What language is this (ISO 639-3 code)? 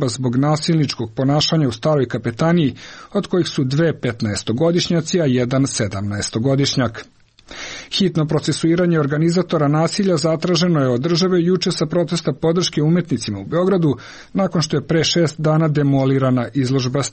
srp